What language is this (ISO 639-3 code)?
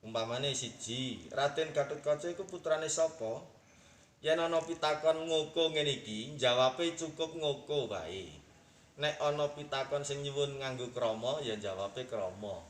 jav